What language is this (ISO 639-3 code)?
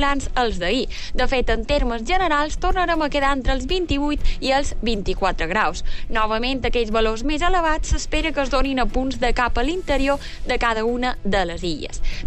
cat